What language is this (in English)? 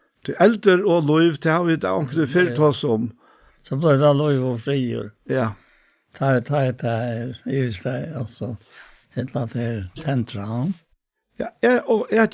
Faroese